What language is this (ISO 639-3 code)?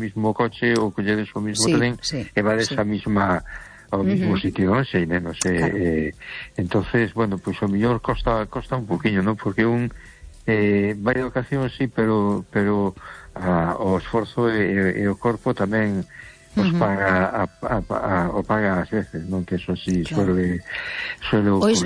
glg